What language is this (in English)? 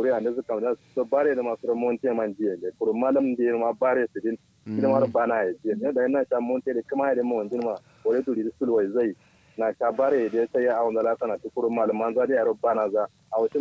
Kanuri